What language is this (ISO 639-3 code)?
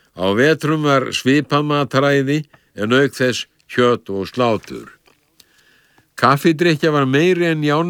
isl